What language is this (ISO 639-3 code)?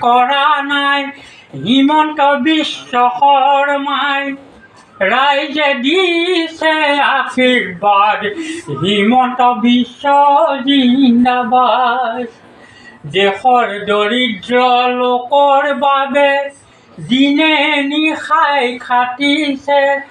asm